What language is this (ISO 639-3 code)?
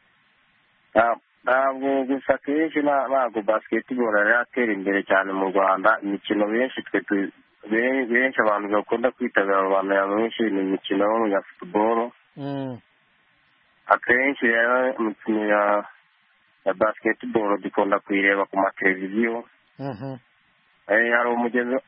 kin